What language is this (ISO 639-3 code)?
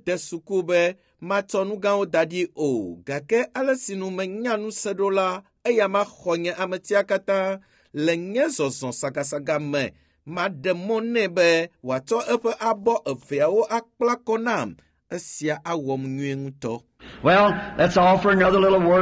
ewe